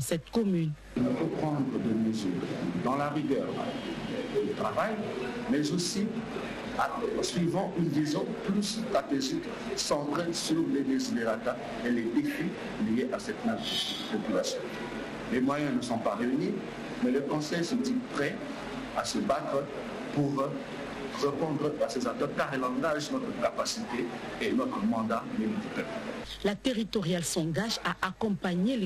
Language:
French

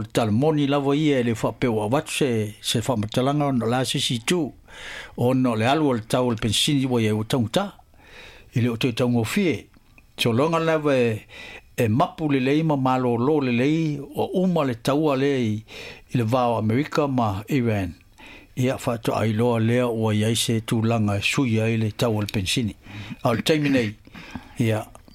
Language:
Samoan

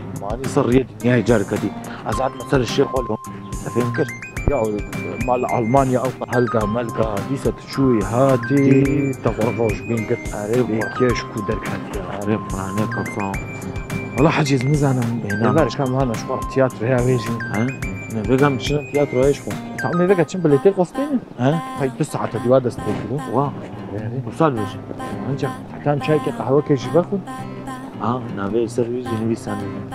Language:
Kurdish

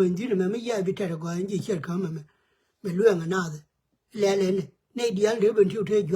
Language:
Nuer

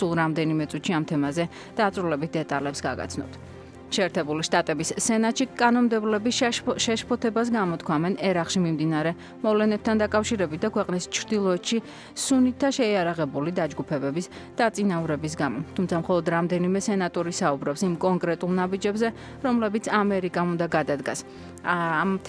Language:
Georgian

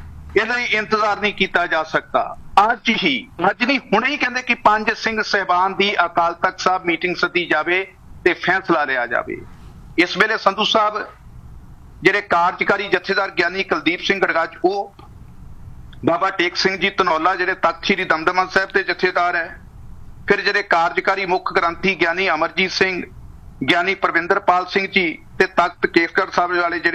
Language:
Punjabi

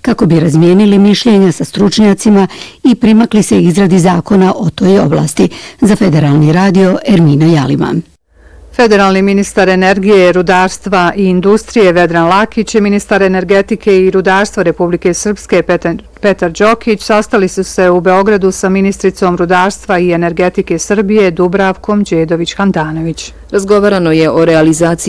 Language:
Bosnian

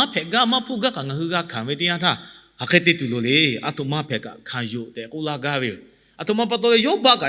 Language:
Lahu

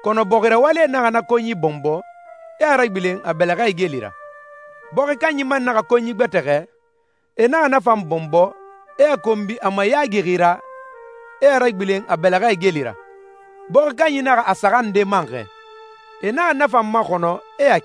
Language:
Susu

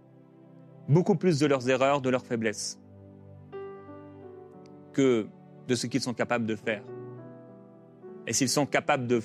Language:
French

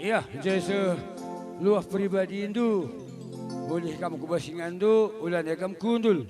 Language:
Batak Karo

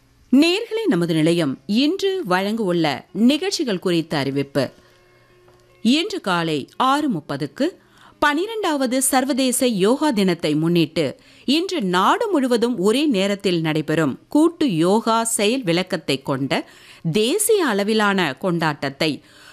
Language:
Tamil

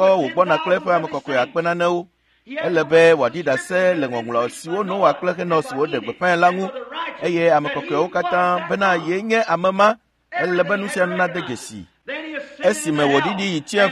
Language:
Ewe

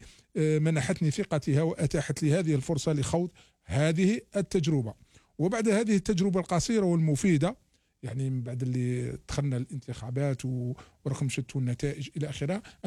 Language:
Algerian Arabic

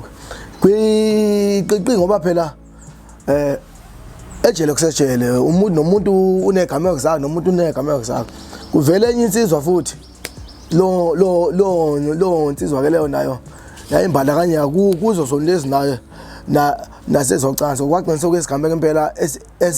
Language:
Zulu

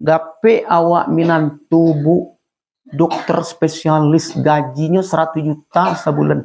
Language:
Minangkabau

